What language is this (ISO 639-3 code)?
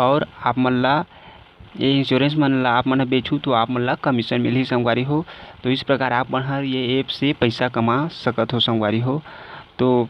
hne